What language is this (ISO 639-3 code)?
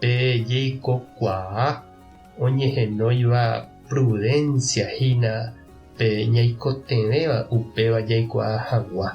grn